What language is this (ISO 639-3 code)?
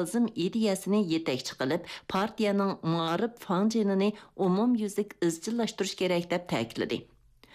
uig